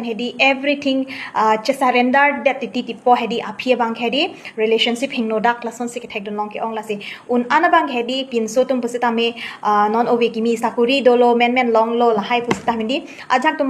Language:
Karbi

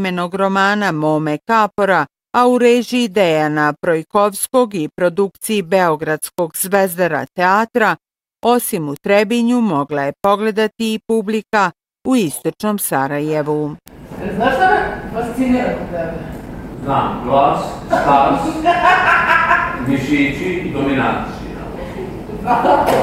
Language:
Bosnian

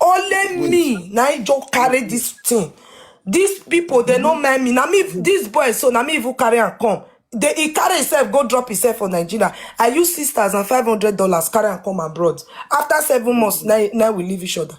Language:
Nigerian Pidgin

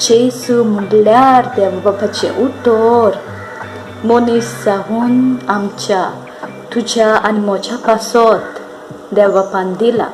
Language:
Konkani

